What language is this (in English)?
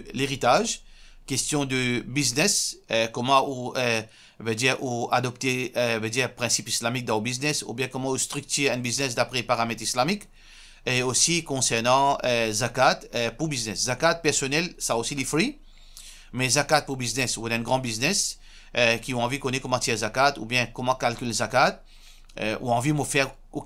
Morisyen